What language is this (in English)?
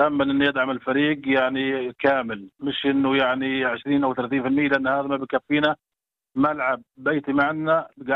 North Levantine Arabic